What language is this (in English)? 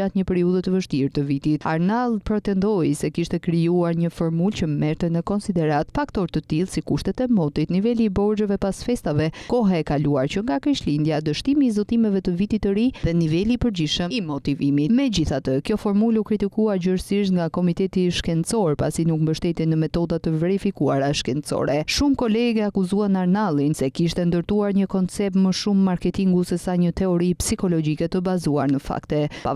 Albanian